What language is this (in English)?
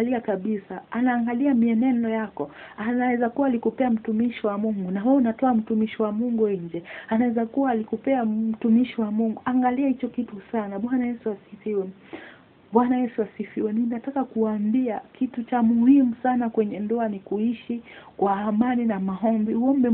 Swahili